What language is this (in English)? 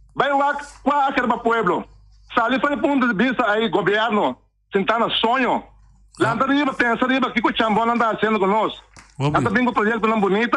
Papiamento